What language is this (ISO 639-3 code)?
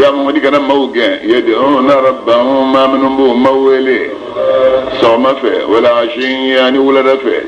bam